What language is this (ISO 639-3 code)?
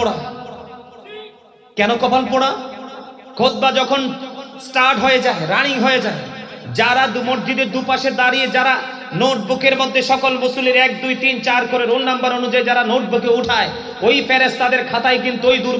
ben